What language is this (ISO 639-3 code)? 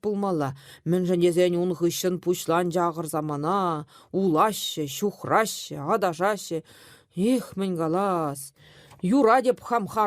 chv